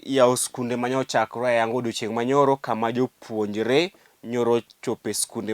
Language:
Luo (Kenya and Tanzania)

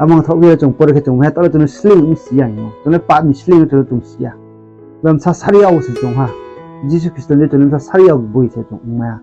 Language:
Riang (India)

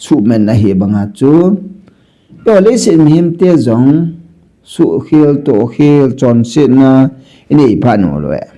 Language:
Thado Chin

